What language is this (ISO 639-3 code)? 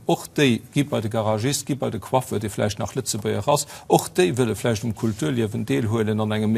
ltz